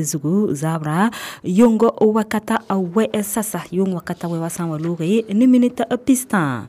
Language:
Mossi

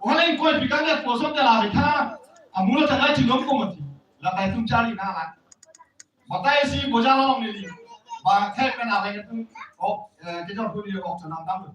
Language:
Karbi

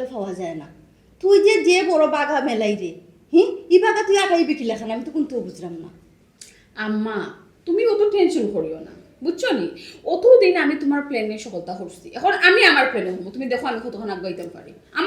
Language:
Sylheti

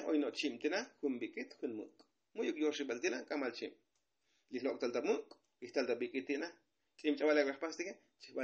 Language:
Tzotzil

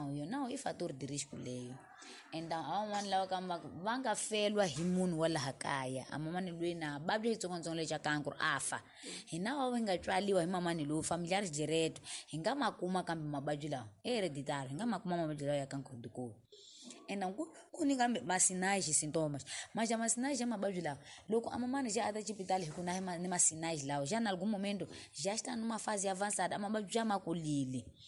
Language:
Tsonga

